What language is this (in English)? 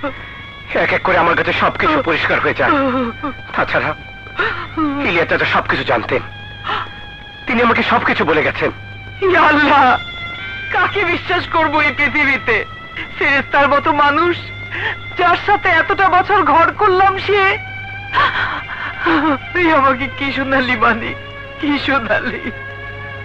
Bangla